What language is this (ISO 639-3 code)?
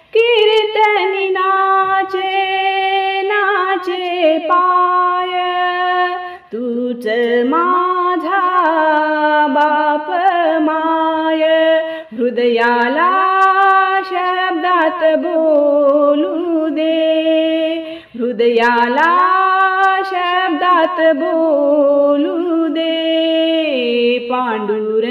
mar